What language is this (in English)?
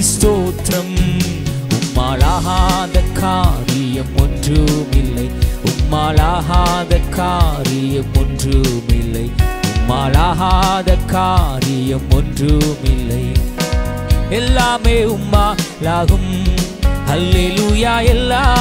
Tamil